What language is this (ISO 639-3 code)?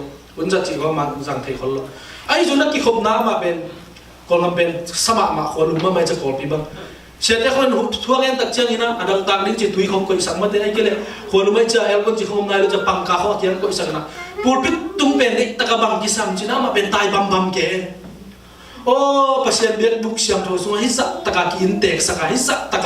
ctd